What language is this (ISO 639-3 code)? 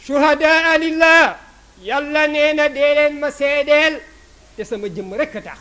wol